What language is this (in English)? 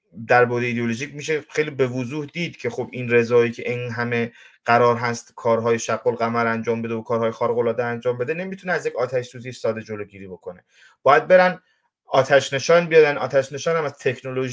Persian